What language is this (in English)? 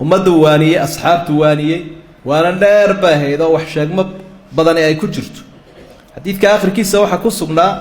Somali